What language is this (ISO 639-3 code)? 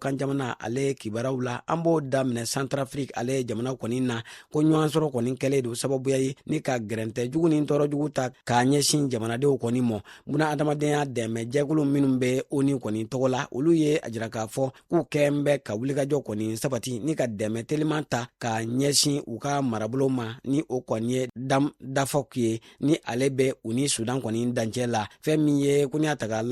bam